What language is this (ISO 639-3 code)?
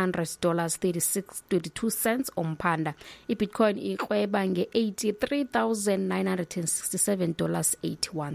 xho